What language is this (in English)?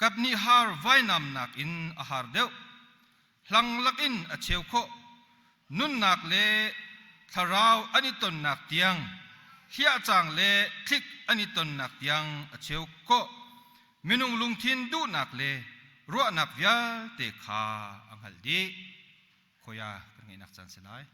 Hakha Chin